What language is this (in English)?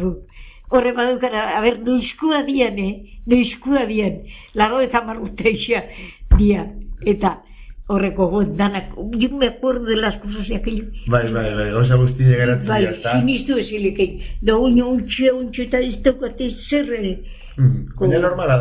Basque